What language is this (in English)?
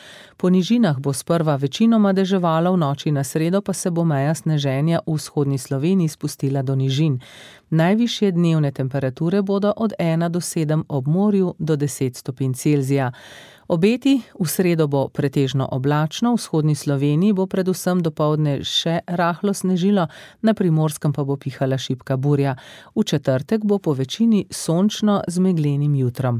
Slovenian